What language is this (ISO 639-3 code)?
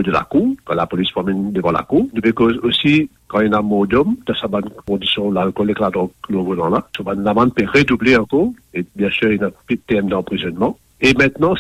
mfe